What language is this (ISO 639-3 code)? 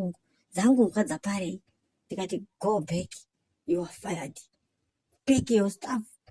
sna